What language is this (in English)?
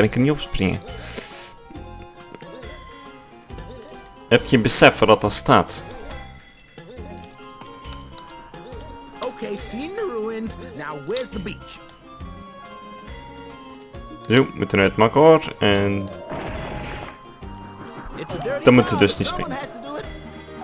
Dutch